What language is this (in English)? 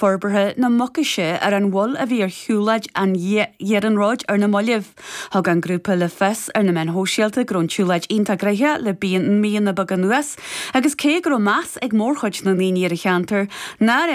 Irish